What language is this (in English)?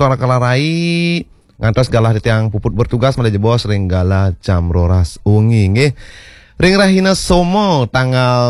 Balinese